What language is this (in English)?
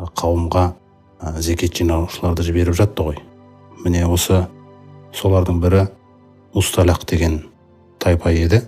Kazakh